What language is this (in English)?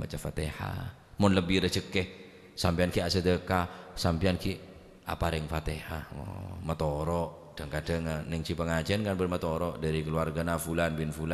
Madurese